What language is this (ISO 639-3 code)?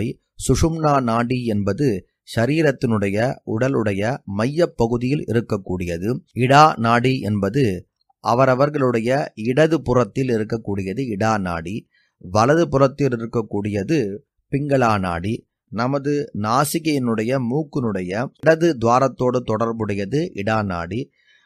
tam